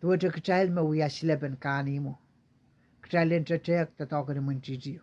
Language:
Pohnpeian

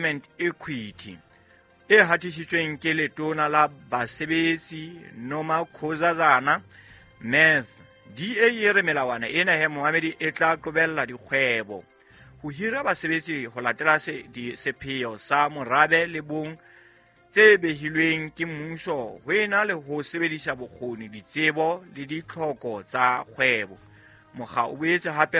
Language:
Southern Sotho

